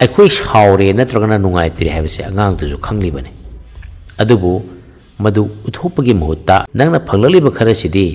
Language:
Manipuri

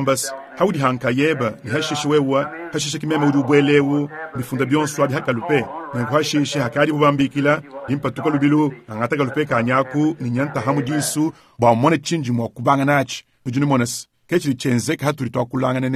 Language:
Luba-Lulua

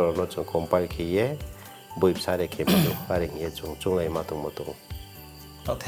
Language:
Riang (India)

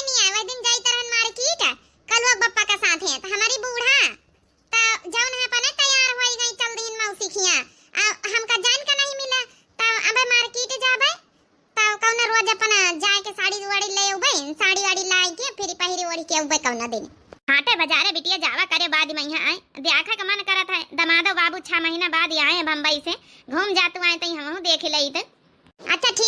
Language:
Awadhi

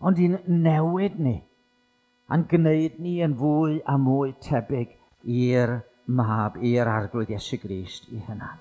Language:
Welsh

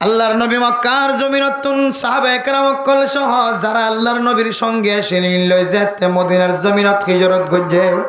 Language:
Rohingya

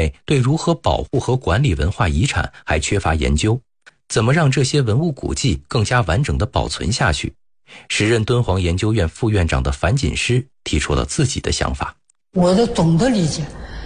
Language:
Chinese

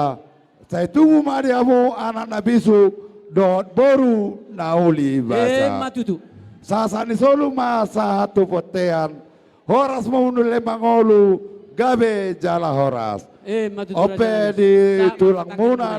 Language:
Batak Toba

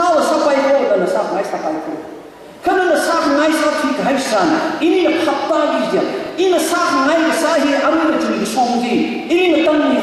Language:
Tangkhul Naga (India)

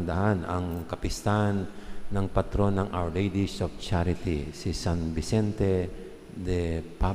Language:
Pampanga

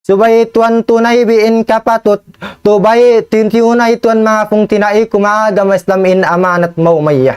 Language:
Tausug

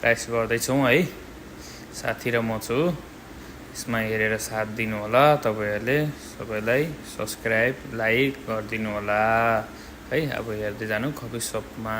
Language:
Nepali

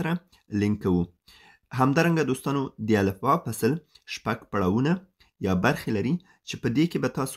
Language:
Pashto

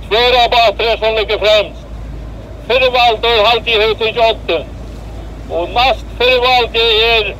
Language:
Faroese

